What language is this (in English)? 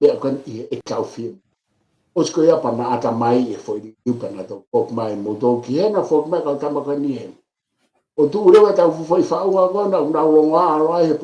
Tongan